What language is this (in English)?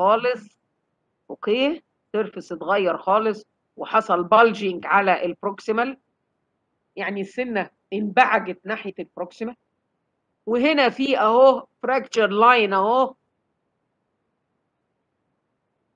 Egyptian Arabic